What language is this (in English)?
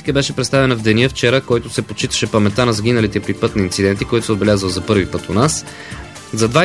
Bulgarian